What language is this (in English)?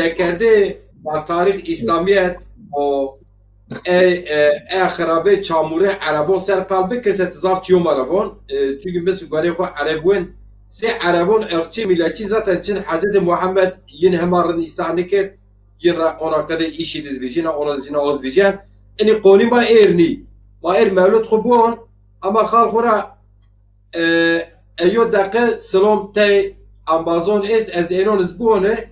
Zaza